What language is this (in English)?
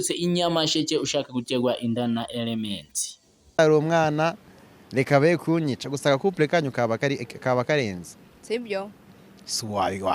Kinyarwanda